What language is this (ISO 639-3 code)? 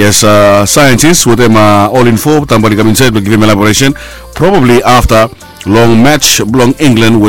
bis